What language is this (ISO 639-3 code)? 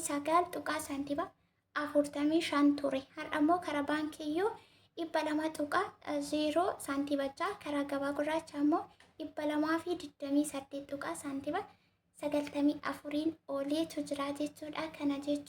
orm